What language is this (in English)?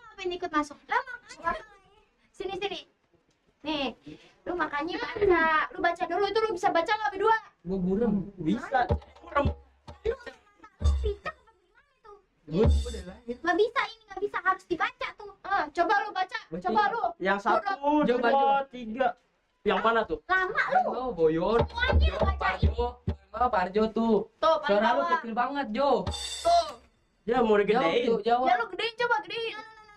Betawi